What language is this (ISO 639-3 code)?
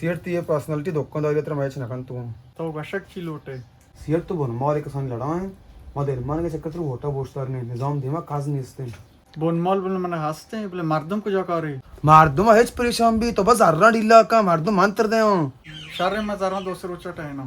bal